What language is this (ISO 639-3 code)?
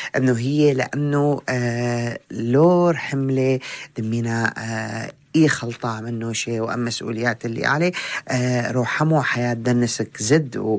apc